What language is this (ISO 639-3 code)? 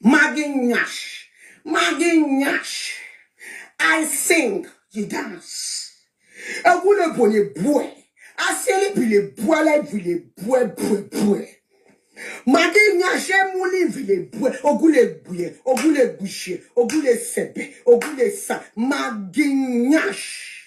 pcm